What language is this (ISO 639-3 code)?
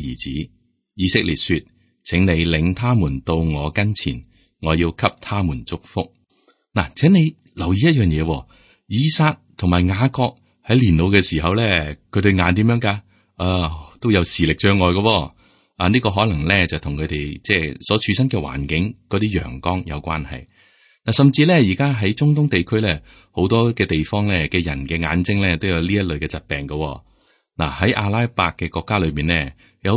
yue